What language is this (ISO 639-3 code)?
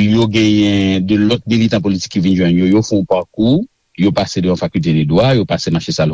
hat